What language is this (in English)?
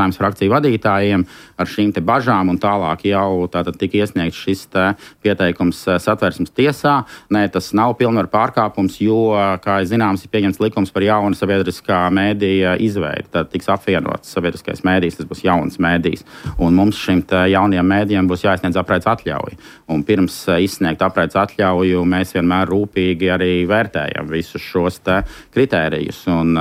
Latvian